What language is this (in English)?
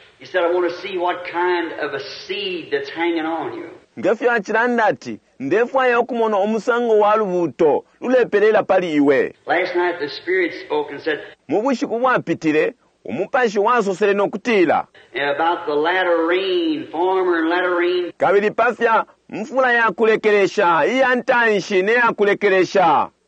Bemba